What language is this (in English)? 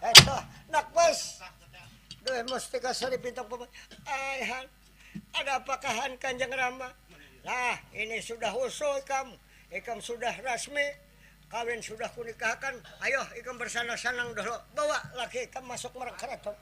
Banjar